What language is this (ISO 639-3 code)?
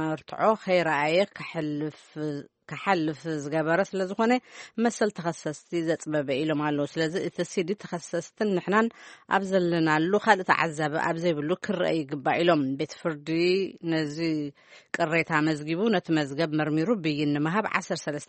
tir